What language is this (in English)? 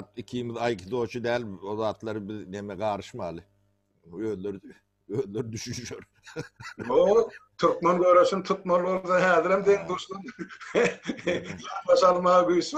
Turkmen